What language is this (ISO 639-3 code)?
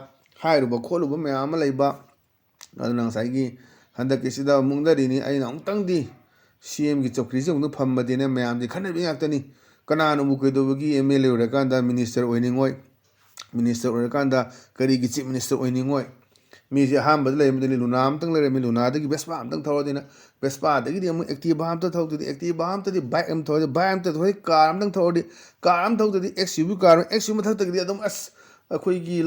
mni